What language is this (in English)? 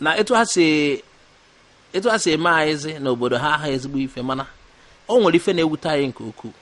Igbo